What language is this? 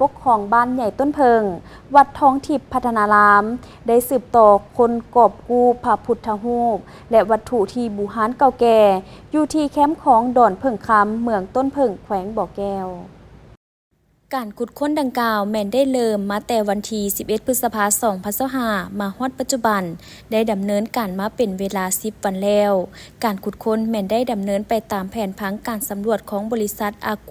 Lao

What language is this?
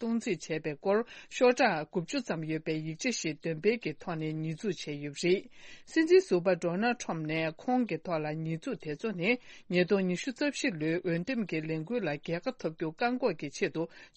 Tibetan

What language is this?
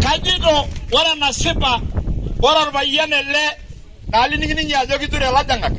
Masai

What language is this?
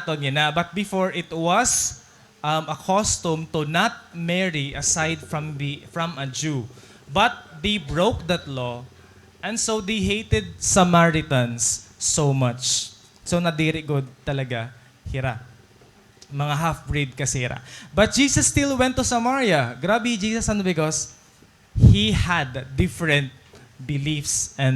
Waray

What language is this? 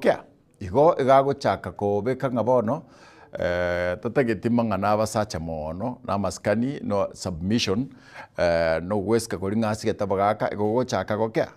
Gusii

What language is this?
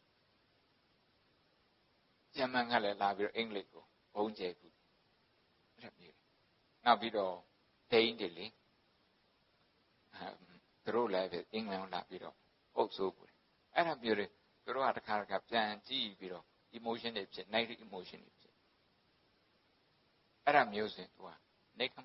Burmese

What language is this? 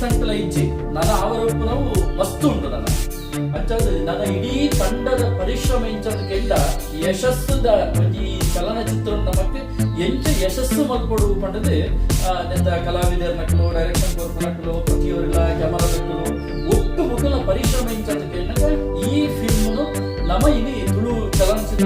Tulu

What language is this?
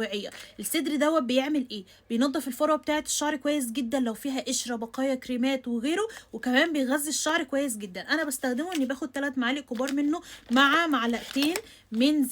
Egyptian Arabic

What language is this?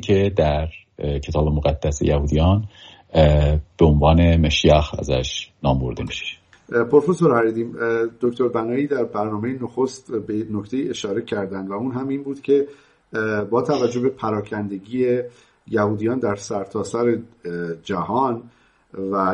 Persian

